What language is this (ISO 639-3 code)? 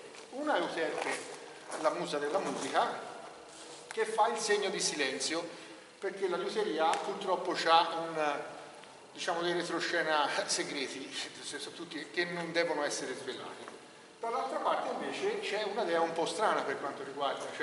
ita